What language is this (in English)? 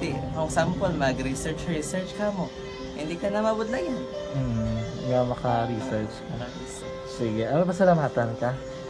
Hiligaynon